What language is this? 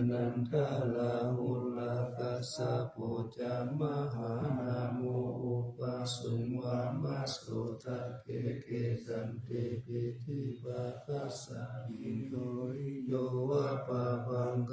Pali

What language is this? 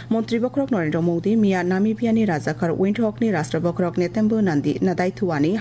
Kok Borok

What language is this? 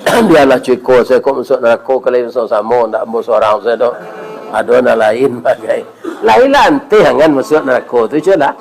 Minangkabau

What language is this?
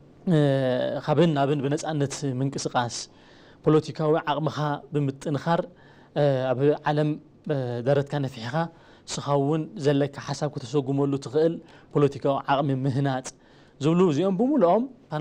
Tigrinya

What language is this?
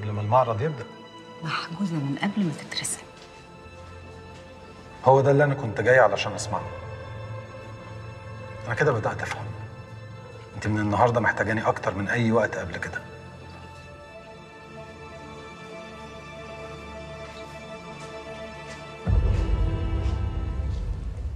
Egyptian Arabic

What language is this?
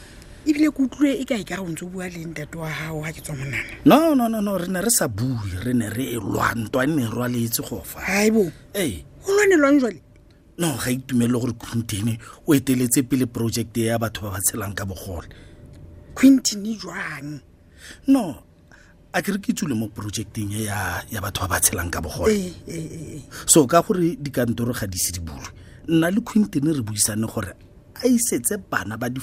Tswana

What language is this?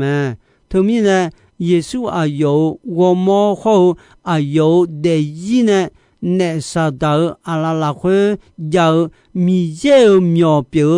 Akha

